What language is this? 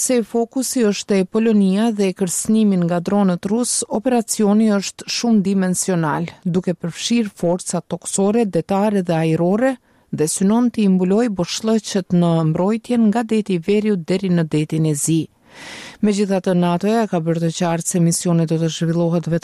Albanian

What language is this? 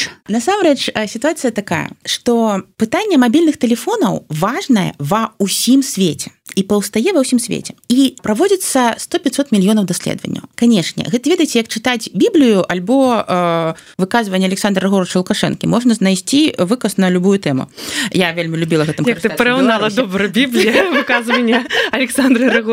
Belarusian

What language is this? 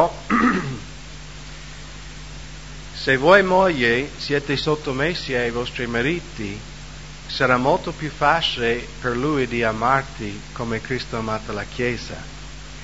Italian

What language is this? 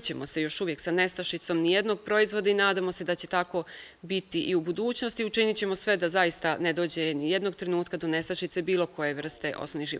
Bosnian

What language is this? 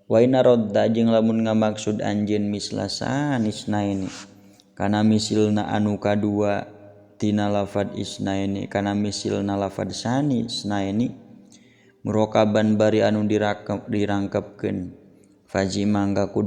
Sundanese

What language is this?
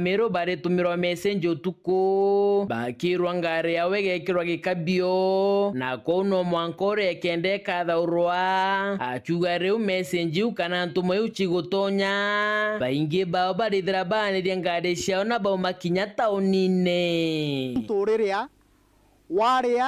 Meru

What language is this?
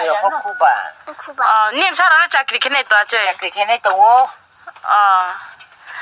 Riang (India)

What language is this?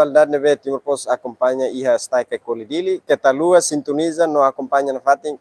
Tetum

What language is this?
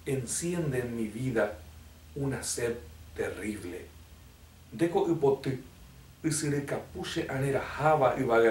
Guarani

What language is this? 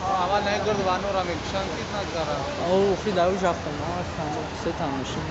Tajik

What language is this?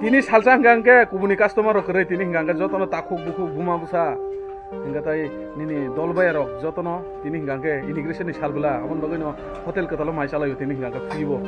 Kok Borok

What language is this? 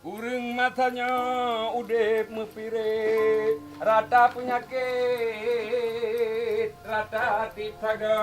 Achinese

